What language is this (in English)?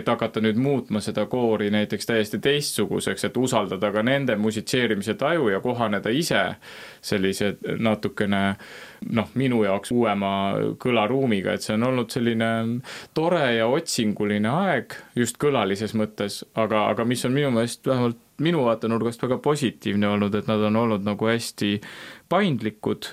Estonian